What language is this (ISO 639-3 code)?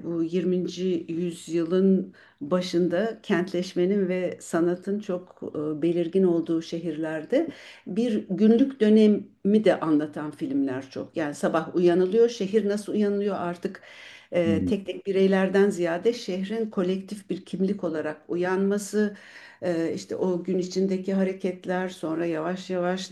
tur